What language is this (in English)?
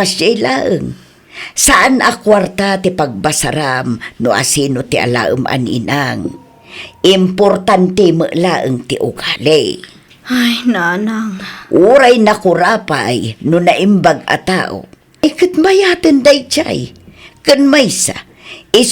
Iloko